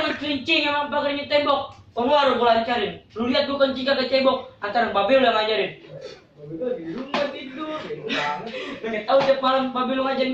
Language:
Betawi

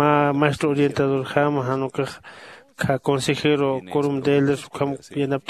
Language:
Aymara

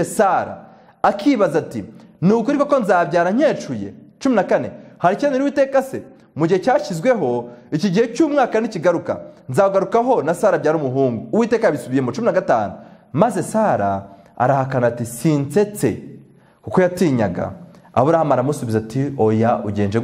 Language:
Kinyarwanda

